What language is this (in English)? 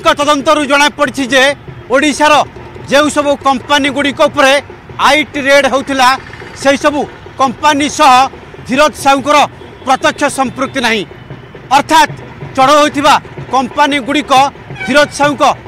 Odia